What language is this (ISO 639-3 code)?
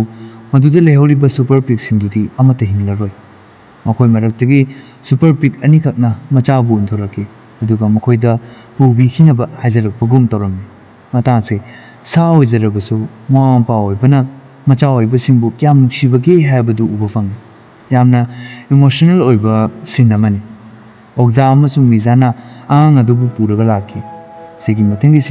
mni